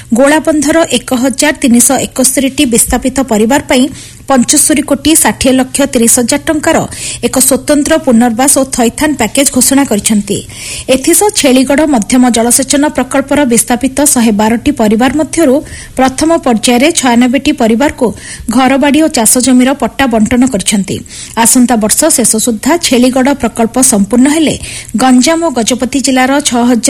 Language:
Odia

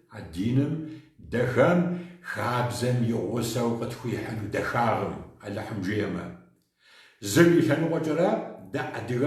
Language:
Kabardian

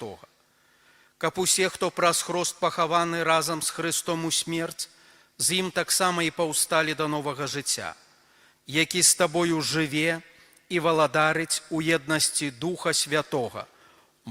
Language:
Belarusian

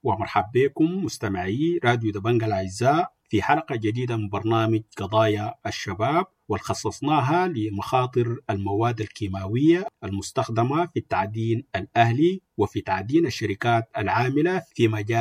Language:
Sudanese Arabic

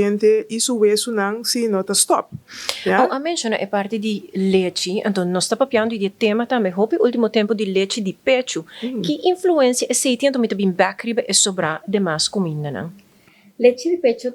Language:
Papiamento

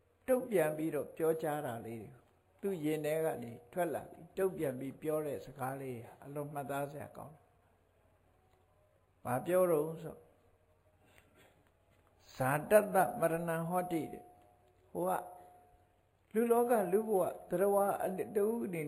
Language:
Burmese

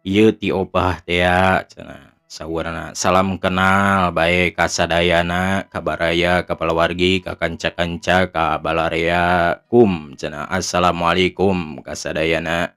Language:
Sundanese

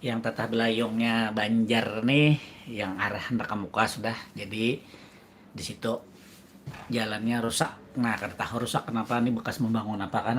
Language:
Banjar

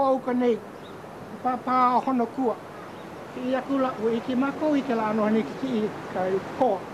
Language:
Hawaiian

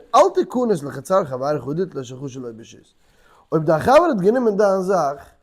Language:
Yiddish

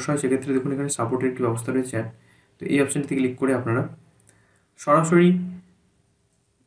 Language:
Bangla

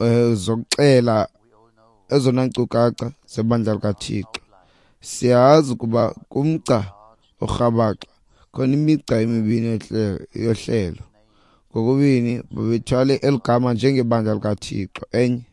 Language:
Xhosa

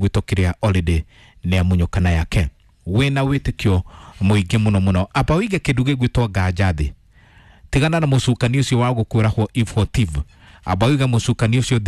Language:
Kikuyu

